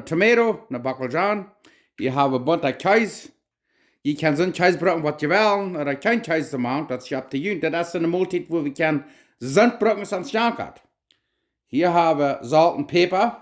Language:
Plautdietsch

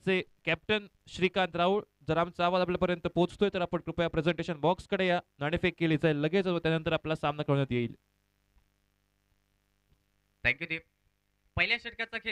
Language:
Marathi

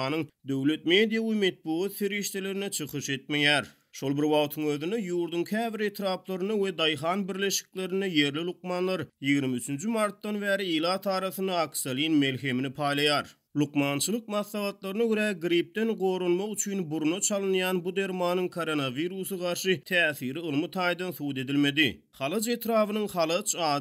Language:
Turkmen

